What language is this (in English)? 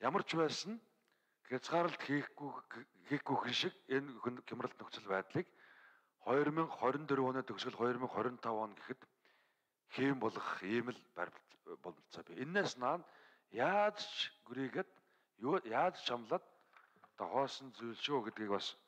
Mongolian